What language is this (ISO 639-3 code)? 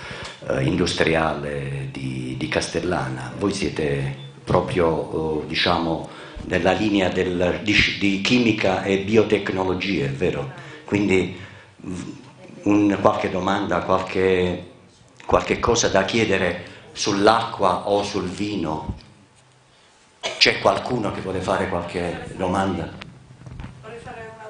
ita